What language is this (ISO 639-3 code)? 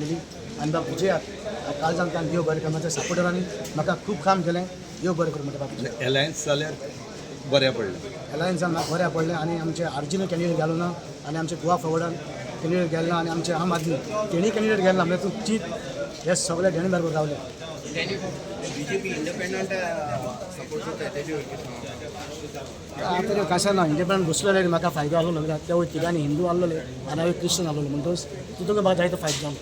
kok